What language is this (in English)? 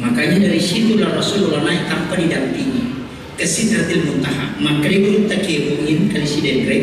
Buginese